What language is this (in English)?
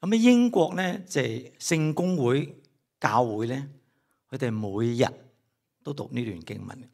Cantonese